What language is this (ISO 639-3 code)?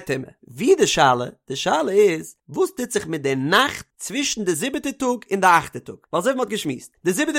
yid